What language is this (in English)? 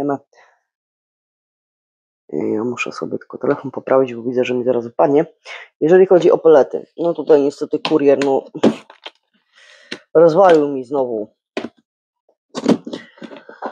Polish